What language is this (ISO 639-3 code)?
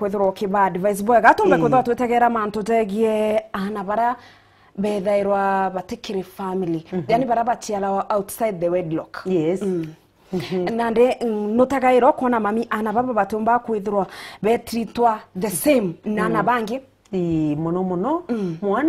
mer